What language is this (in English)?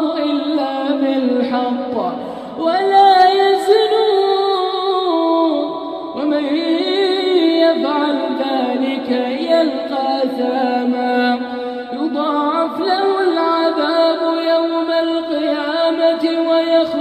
Arabic